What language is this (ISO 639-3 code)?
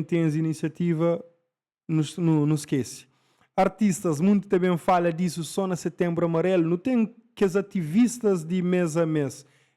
kea